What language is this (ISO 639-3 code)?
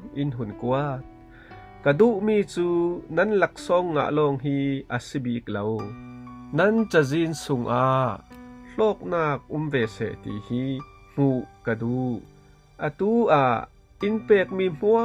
cfm